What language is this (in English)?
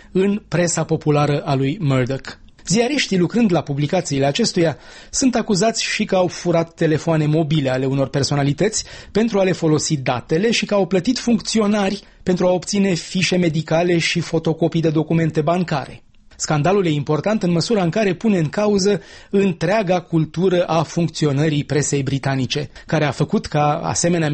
Romanian